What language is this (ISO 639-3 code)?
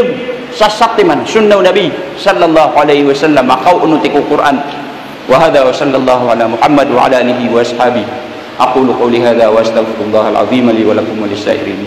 mrw